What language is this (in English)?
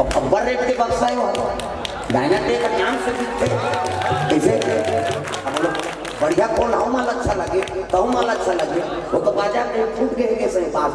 Chhattisgarhi